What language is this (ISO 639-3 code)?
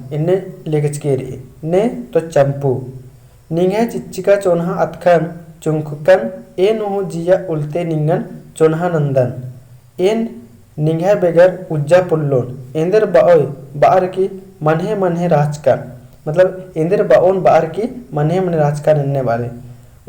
kru